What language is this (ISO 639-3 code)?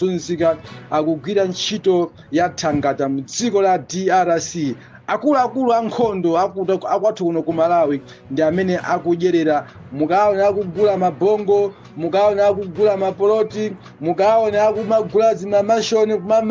nya